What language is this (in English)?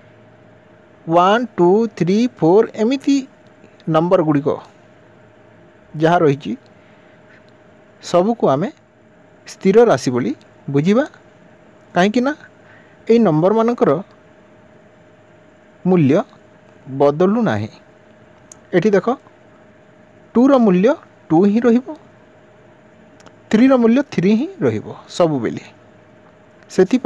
Odia